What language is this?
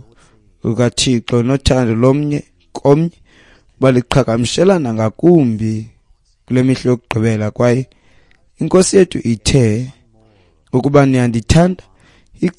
Xhosa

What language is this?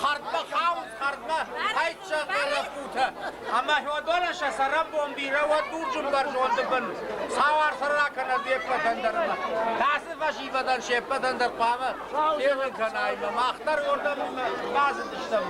Ossetic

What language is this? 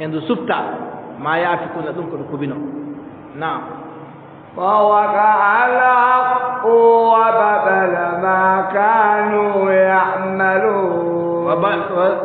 Adamawa Fulfulde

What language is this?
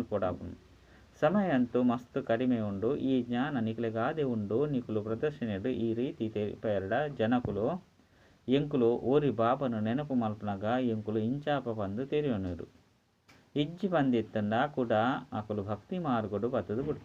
Tulu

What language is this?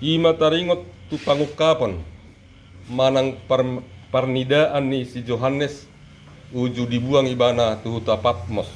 Batak Toba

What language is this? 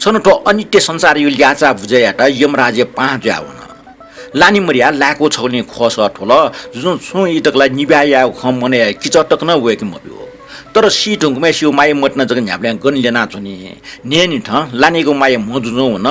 Newari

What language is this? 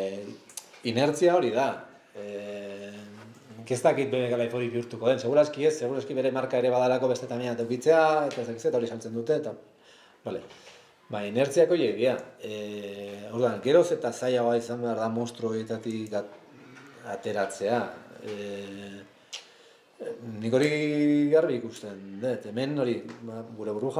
Basque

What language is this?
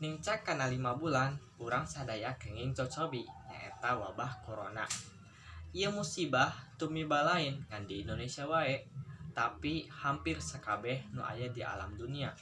Sundanese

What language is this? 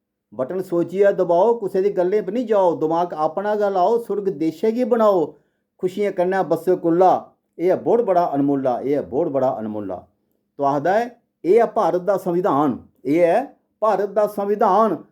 Dogri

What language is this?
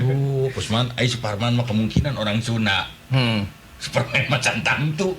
Sundanese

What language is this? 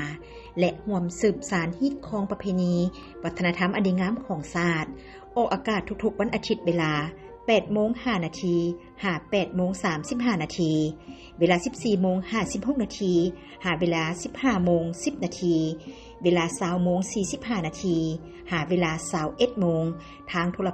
Lao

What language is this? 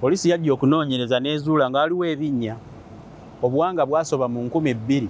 Ganda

